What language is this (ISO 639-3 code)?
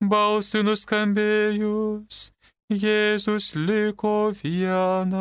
lit